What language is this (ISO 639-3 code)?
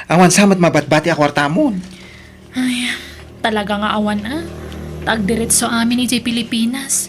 ilo